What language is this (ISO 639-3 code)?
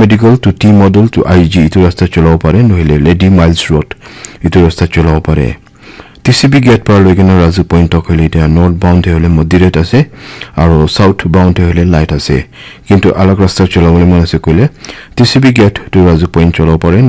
nag